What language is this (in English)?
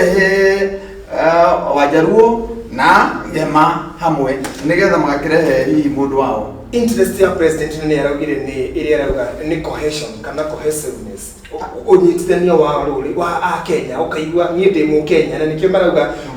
Kikuyu